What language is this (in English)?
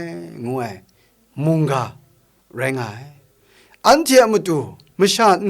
Kachin